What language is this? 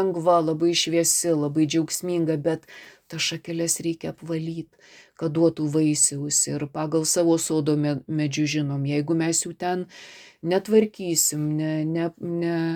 Lithuanian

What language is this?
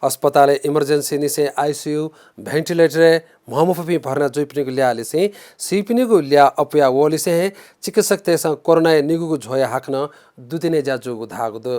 Newari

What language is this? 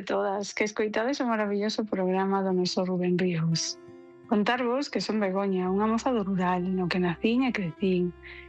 Galician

